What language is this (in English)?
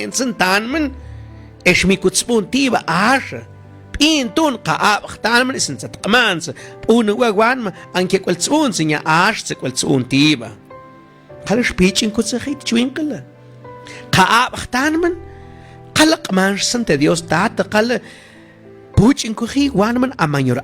Mam